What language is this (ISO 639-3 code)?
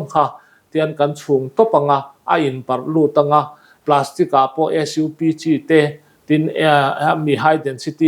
lus